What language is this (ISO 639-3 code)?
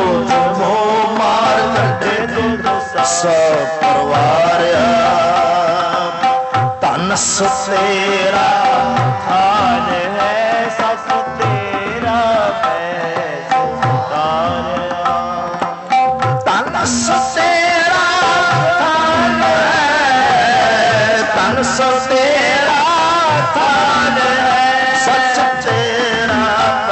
pan